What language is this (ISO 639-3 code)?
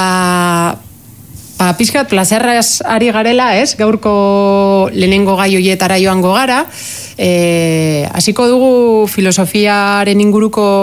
eus